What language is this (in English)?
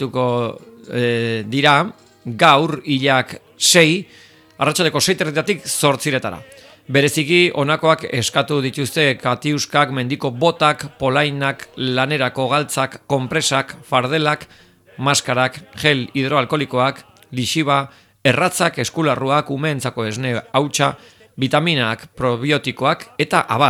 Basque